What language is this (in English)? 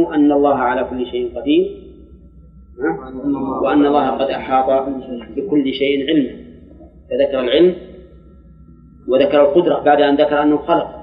Arabic